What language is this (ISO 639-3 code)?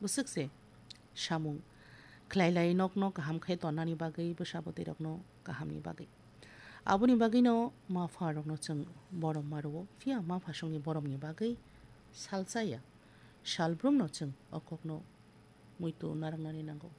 trp